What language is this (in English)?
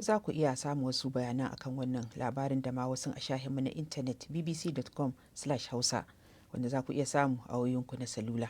Hausa